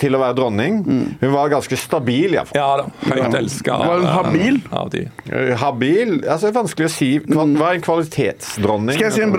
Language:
Norwegian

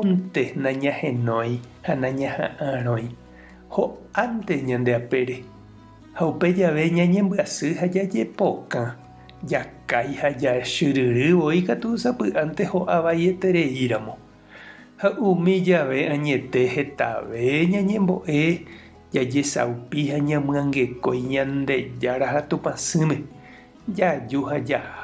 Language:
Guarani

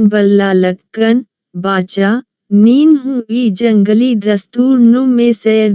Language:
Kurukh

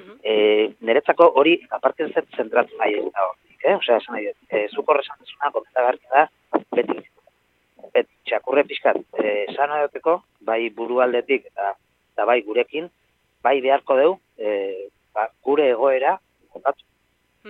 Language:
Basque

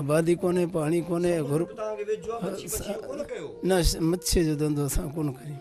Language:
Sindhi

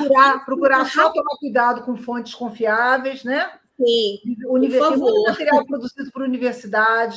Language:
Portuguese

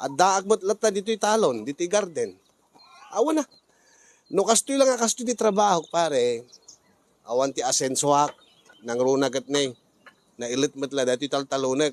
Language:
Iloko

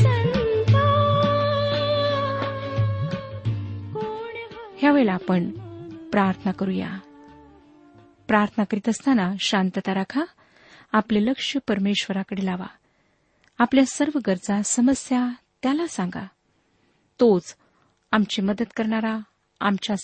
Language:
Marathi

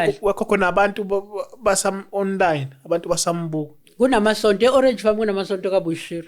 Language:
Zulu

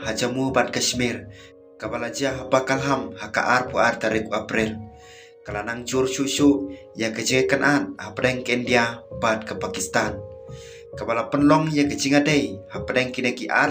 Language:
Khasi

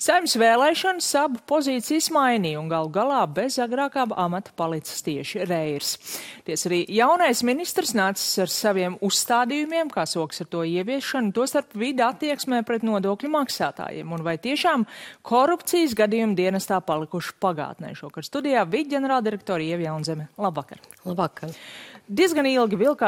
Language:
Latvian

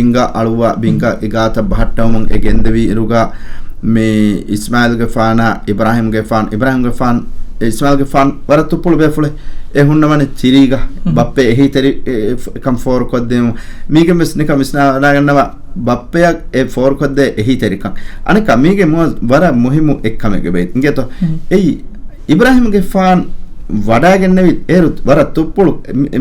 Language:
Divehi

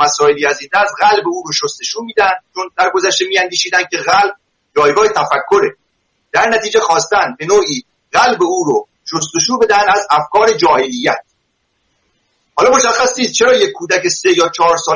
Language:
Persian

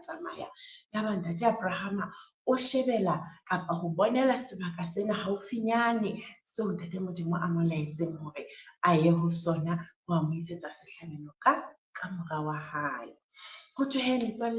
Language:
Southern Sotho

